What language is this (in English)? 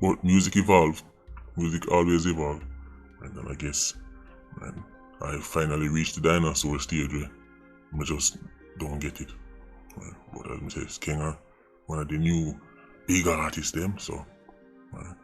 Jamaican Creole English